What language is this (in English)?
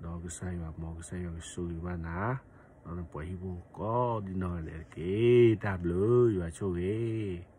S'gaw Karen